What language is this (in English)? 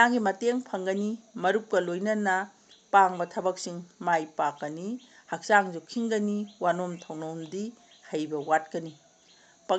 Manipuri